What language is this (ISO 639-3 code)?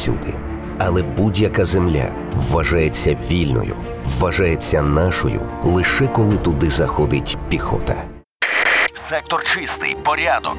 ukr